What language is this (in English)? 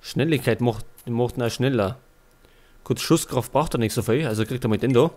Bavarian